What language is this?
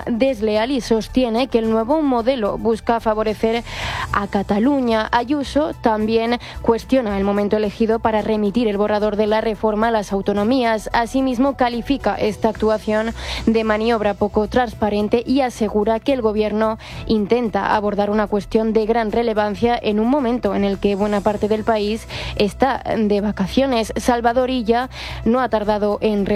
Spanish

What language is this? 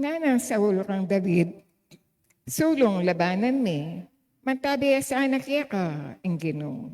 Pampanga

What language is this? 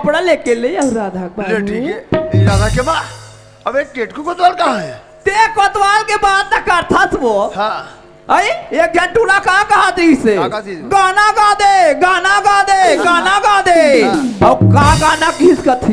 Chhattisgarhi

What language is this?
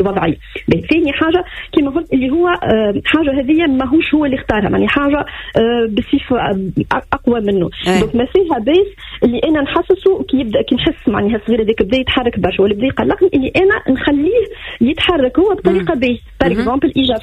Tunisian Arabic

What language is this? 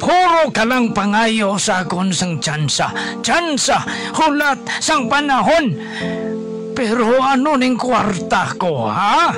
Hiligaynon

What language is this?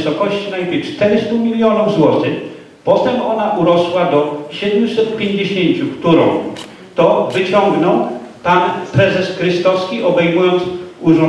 Polish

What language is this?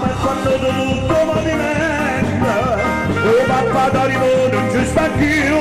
Neapolitan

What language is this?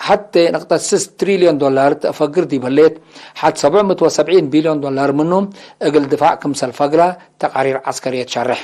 Tigre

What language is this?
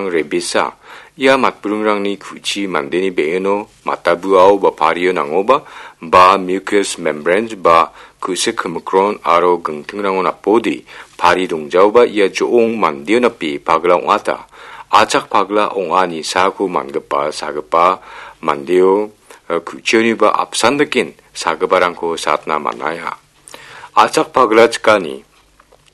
Garo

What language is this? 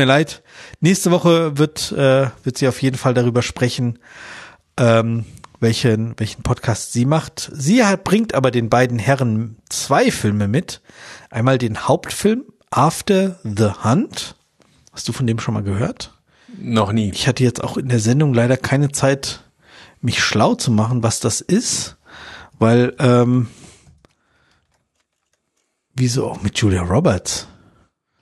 German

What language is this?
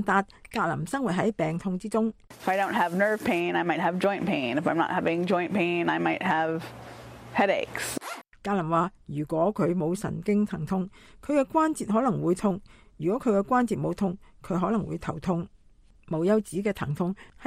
Cantonese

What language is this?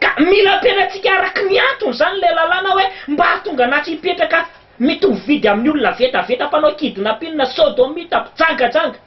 Malagasy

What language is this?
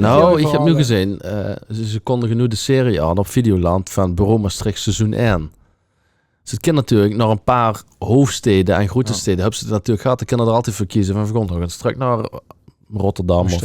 Limburgish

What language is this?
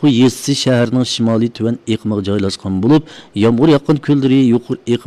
Uyghur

